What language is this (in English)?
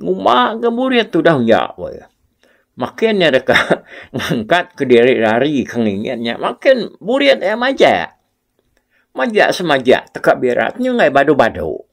Iban